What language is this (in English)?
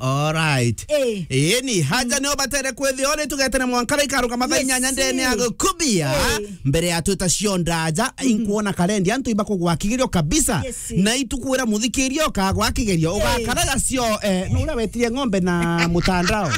Meru